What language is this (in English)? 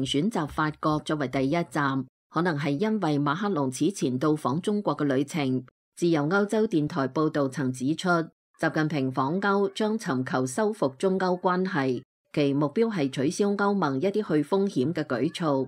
Cantonese